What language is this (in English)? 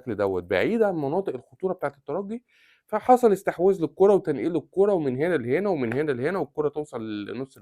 Egyptian Arabic